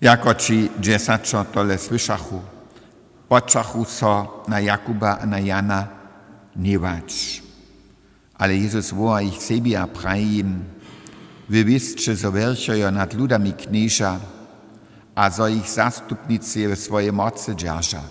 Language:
Upper Sorbian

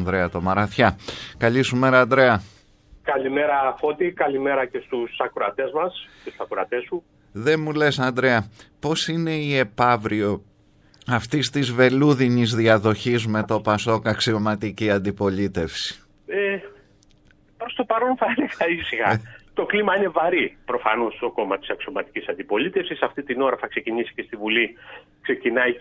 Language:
Greek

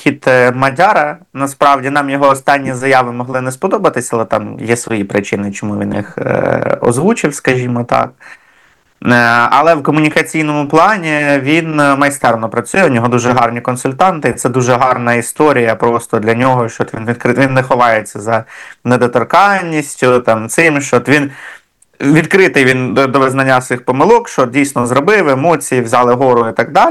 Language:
Ukrainian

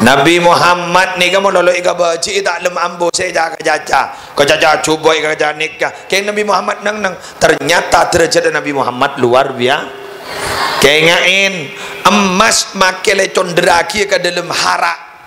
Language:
Madurese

